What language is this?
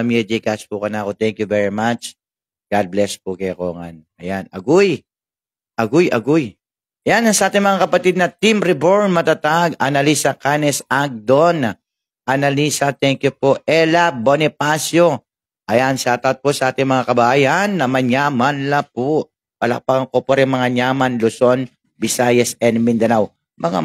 Pampanga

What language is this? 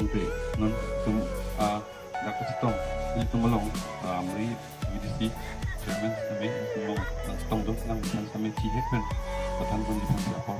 Karbi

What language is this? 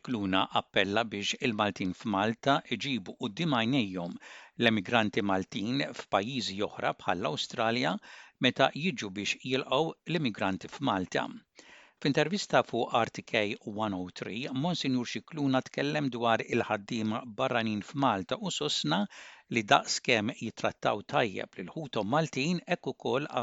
Maltese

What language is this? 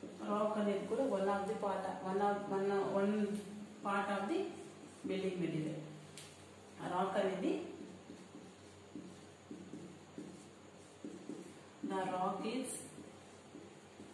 Telugu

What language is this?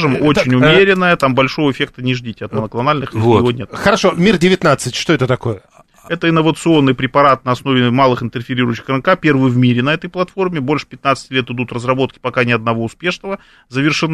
Russian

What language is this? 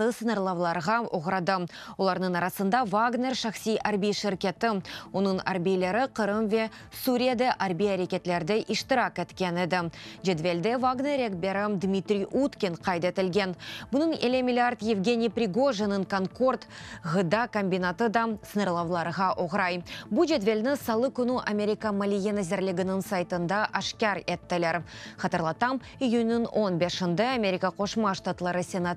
Crimean Tatar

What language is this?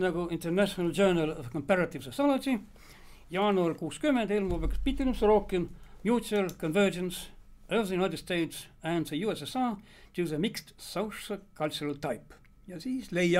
Estonian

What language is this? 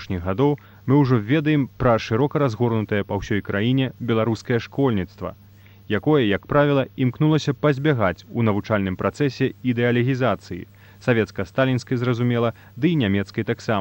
Belarusian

